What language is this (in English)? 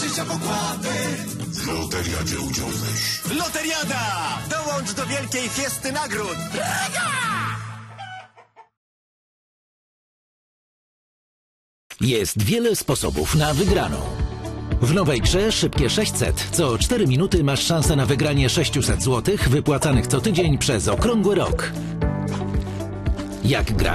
Polish